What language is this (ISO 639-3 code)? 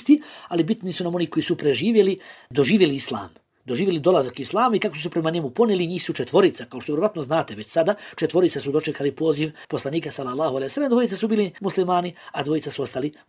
bos